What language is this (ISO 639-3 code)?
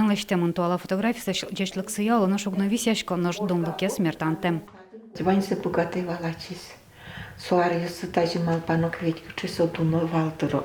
udm